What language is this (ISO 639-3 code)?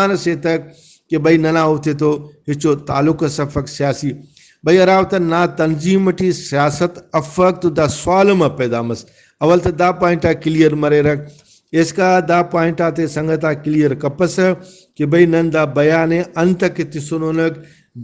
brh